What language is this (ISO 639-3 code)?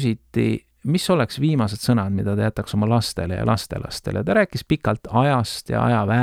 est